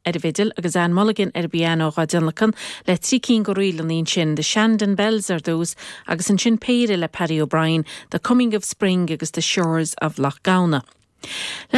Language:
Irish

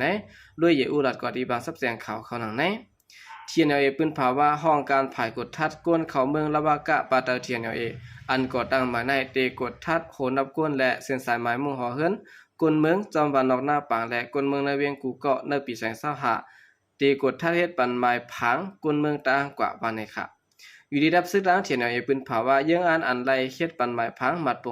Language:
Shan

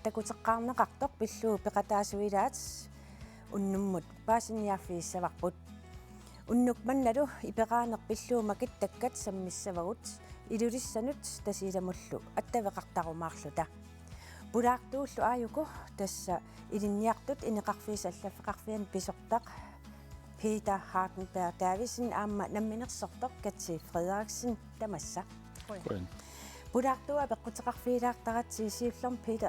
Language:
Kalaallisut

